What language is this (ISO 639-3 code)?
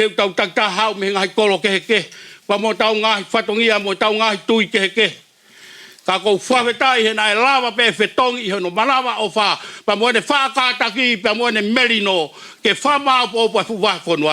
ton